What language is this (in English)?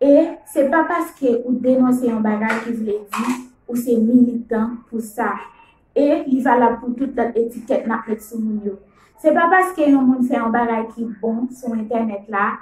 Haitian Creole